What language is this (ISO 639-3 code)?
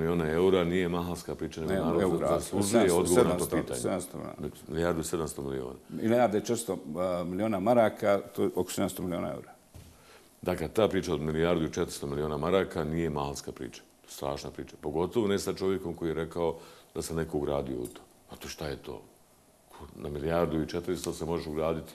bos